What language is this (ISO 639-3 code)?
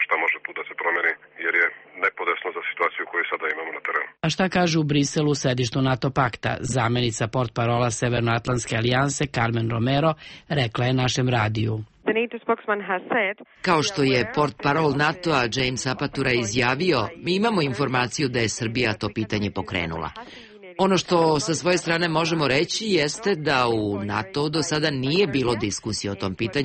srp